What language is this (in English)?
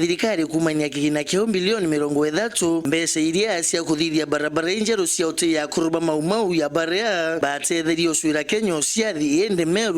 Meru